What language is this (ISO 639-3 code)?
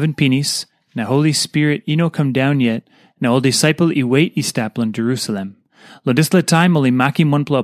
tpi